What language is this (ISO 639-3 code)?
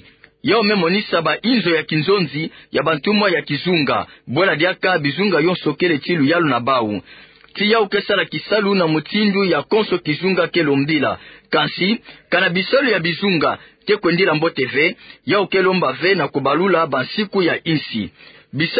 ktu